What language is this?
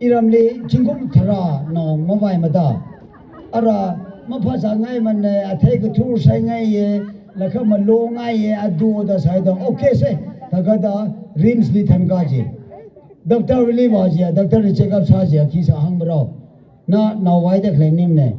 Tangkhul Naga (India)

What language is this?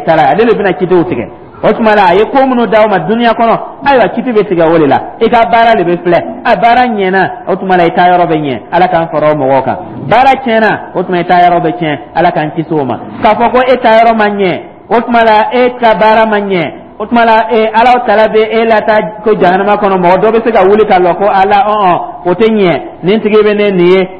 Dyula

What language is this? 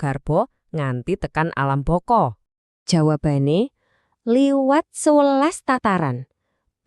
Javanese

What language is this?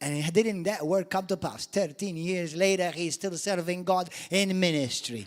English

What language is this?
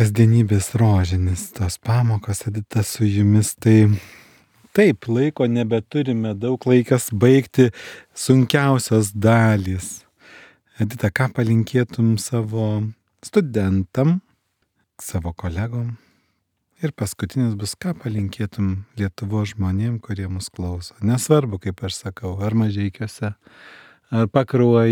Lithuanian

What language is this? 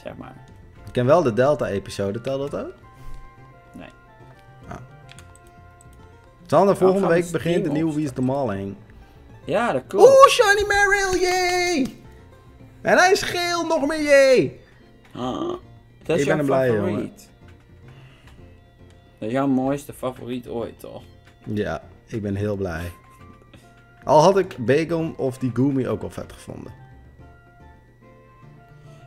Dutch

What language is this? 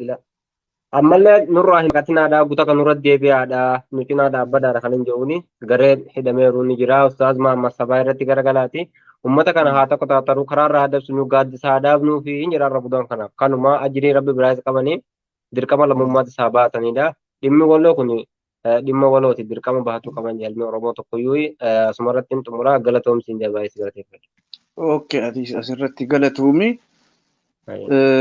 Oromo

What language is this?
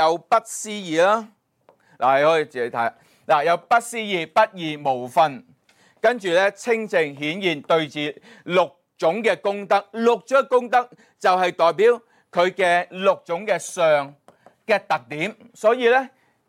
Cantonese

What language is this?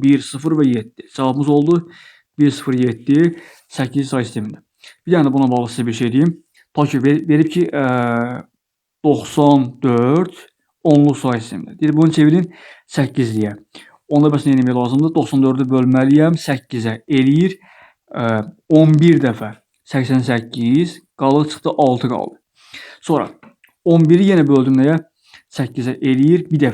Azerbaijani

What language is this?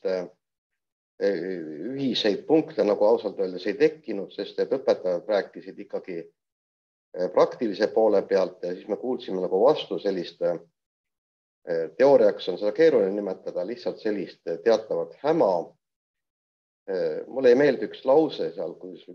Estonian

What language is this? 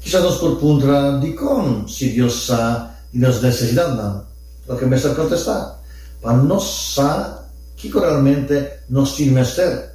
Papiamento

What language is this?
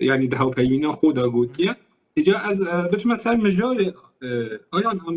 Kurdish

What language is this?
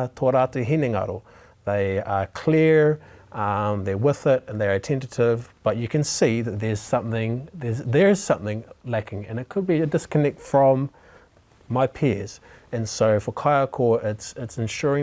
Māori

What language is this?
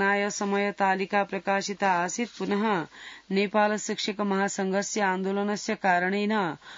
Sanskrit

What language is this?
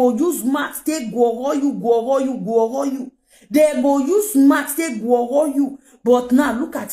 Nigerian Pidgin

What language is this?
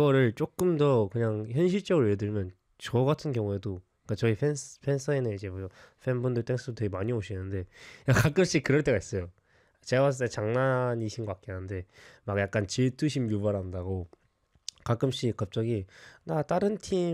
Korean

